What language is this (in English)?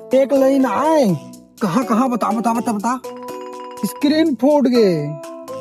Chhattisgarhi